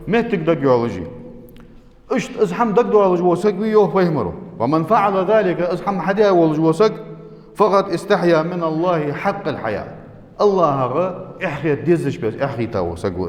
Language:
Ingush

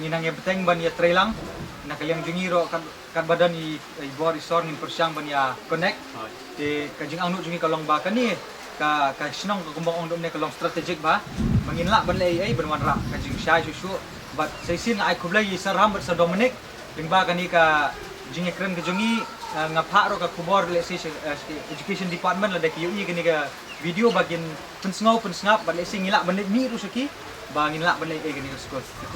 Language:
Khasi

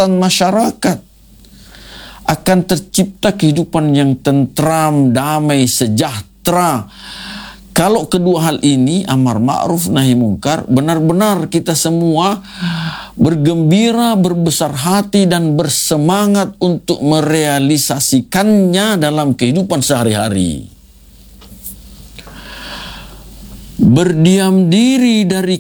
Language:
Indonesian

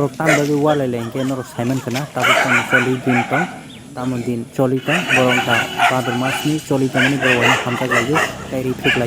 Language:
Kok Borok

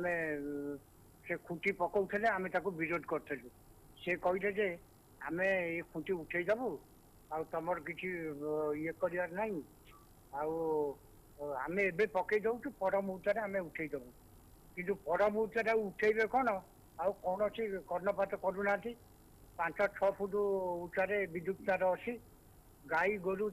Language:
Odia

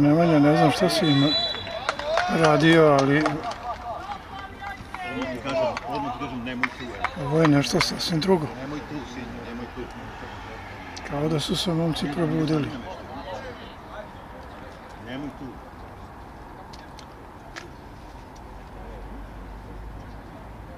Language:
Serbian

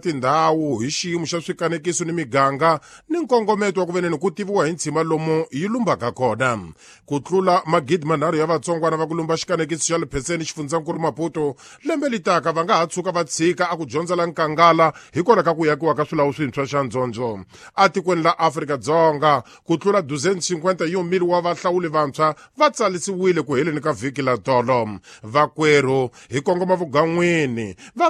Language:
Tsonga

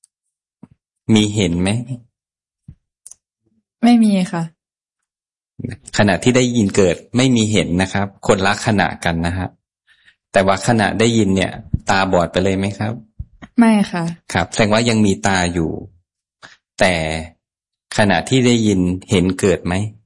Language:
Thai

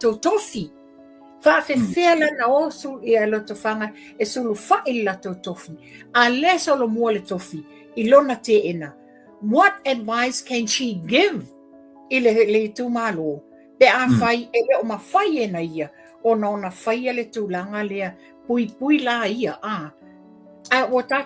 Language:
Samoan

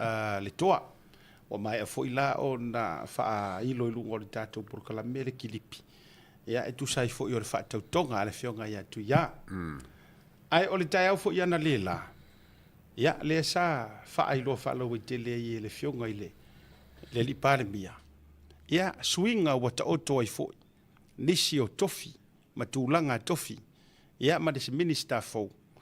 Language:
Samoan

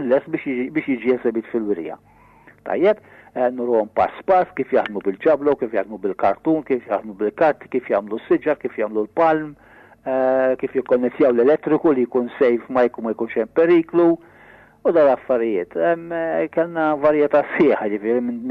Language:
Maltese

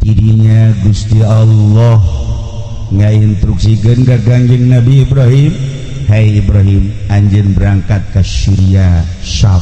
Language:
Sundanese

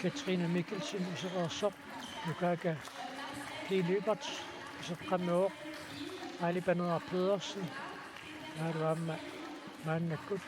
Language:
Kalaallisut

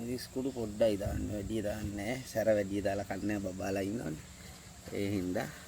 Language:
Sinhala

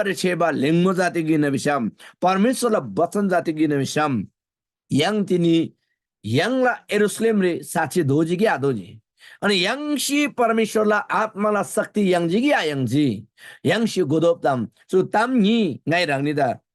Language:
Eastern Tamang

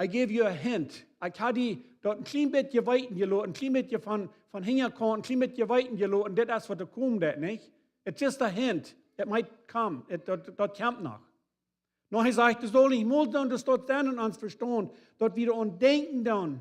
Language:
Plautdietsch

